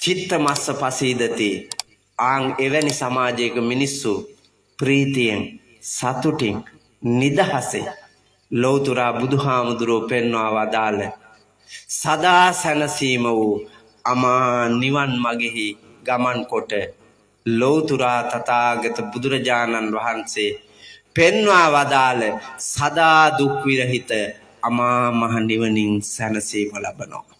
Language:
Sinhala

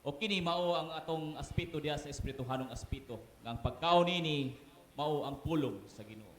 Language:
Cebuano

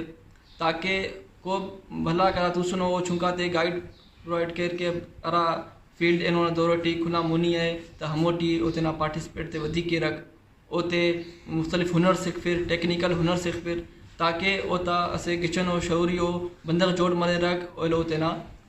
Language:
Brahui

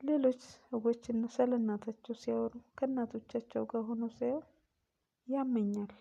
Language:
Amharic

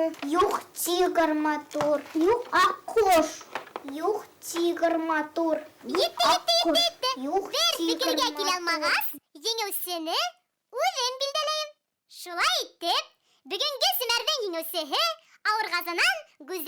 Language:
Bashkir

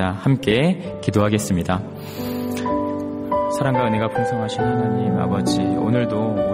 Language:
Korean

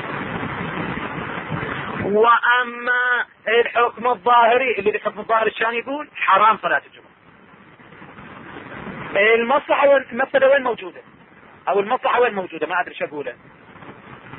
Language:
Arabic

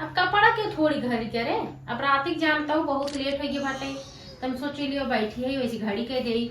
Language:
Awadhi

